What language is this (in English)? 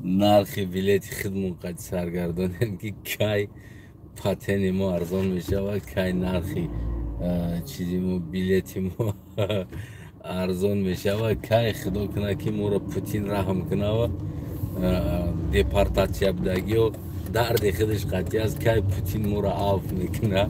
Tajik